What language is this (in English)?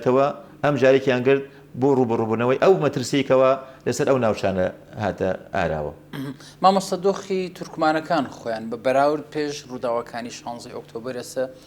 Central Kurdish